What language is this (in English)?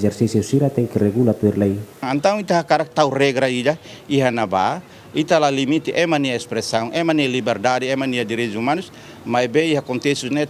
Tetum